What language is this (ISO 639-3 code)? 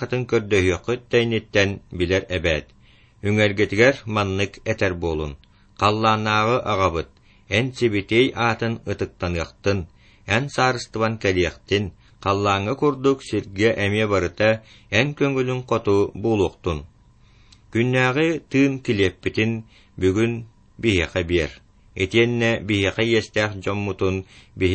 sah